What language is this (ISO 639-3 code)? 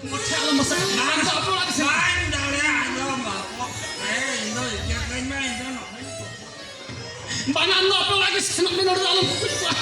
sat